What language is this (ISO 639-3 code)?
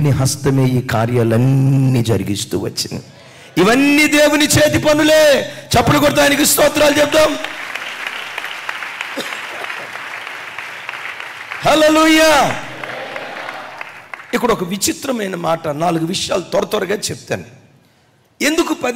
tel